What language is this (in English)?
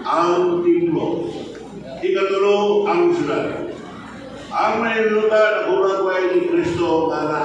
Cebuano